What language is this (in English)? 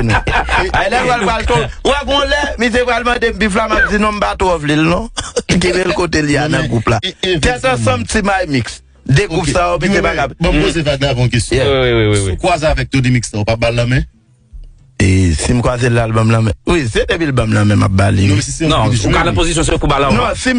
Haitian Creole